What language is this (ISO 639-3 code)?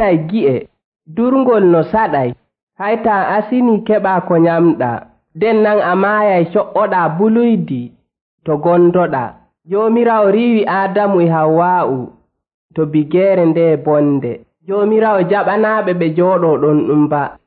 fuv